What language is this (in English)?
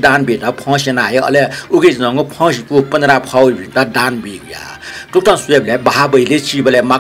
Newari